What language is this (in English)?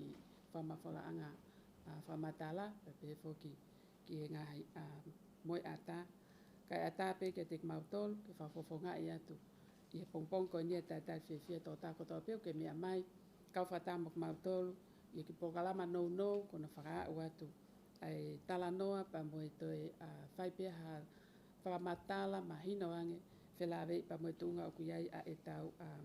Tongan